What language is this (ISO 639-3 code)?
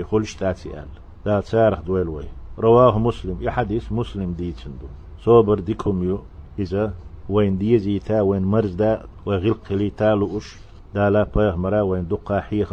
che